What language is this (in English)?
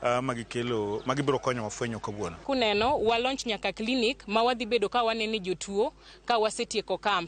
Luo (Kenya and Tanzania)